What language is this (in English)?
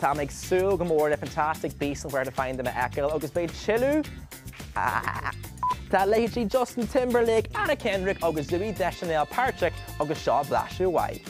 Irish